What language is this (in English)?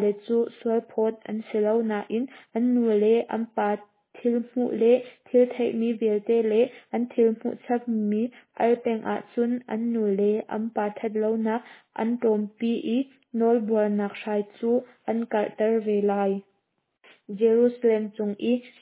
Hakha Chin